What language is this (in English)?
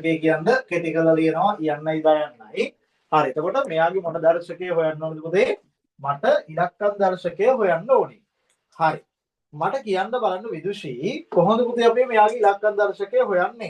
Sinhala